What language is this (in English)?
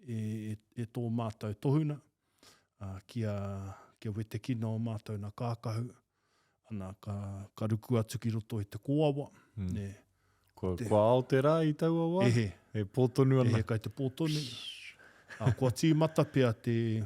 Māori